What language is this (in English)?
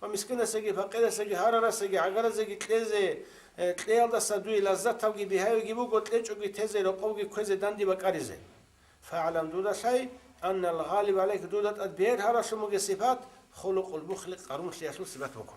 Avaric